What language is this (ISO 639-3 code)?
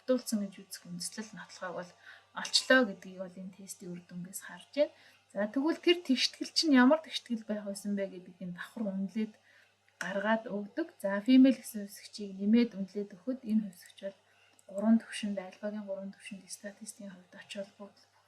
mon